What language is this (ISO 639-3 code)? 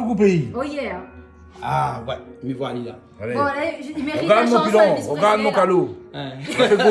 rcf